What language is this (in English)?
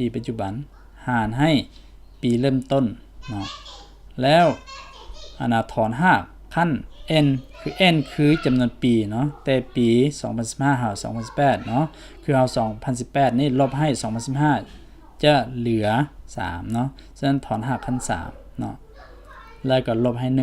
Lao